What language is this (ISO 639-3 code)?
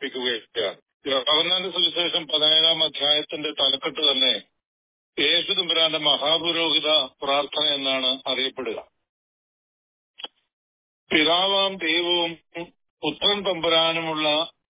mal